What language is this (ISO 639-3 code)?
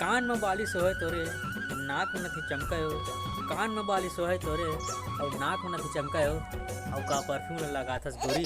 hne